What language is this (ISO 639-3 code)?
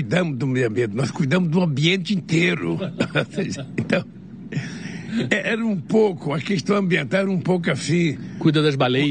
por